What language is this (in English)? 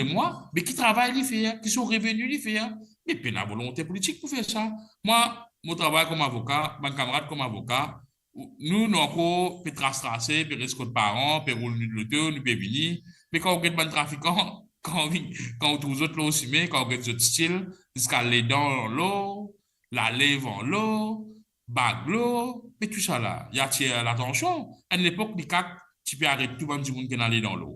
Morisyen